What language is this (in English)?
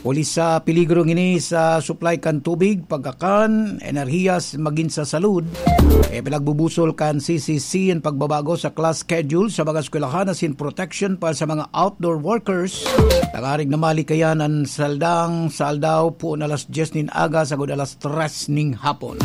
Bikol